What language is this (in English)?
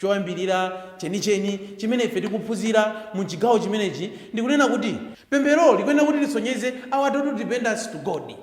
Nyanja